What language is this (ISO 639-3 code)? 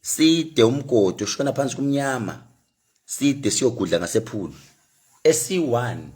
zul